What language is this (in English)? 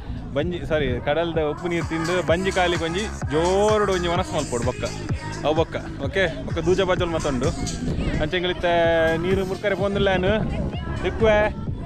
Tulu